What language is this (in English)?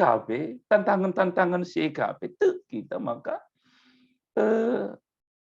Batak Karo